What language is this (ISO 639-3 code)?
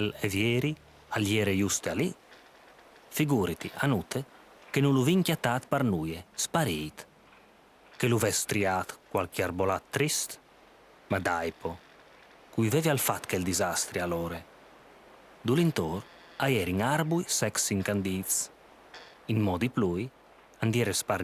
fur